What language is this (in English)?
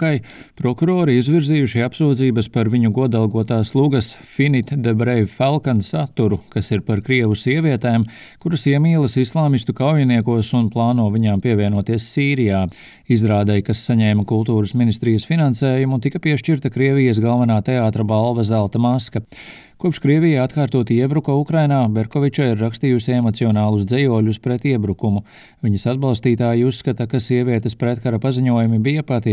Latvian